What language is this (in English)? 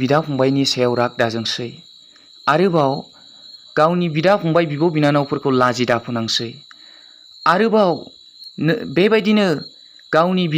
Bodo